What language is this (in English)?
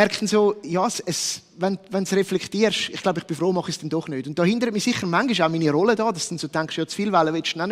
Swiss German